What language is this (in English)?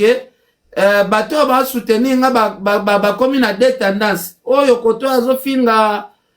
Lingala